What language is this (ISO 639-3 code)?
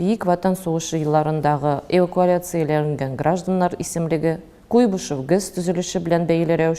tat